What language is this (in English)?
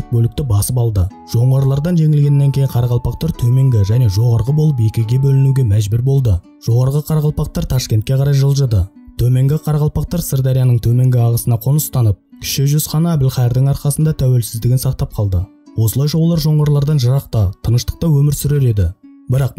Kara-Kalpak